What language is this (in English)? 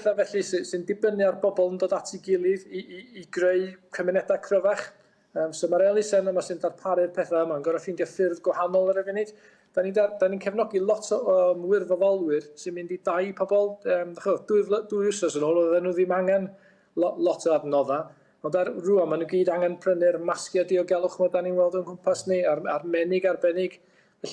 Welsh